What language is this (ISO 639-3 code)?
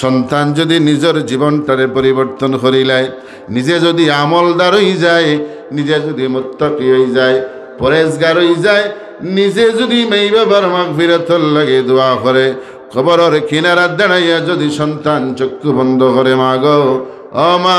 syl